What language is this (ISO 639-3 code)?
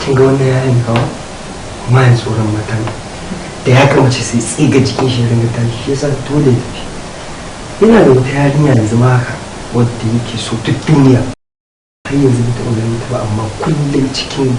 hau